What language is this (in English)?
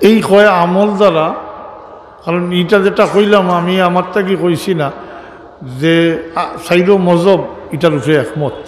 Sylheti